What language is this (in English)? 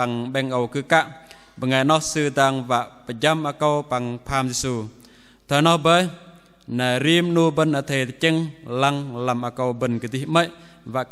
Bahnar